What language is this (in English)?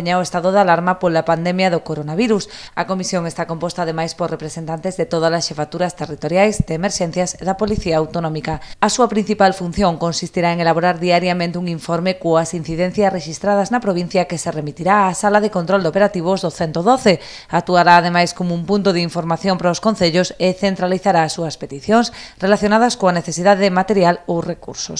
Galician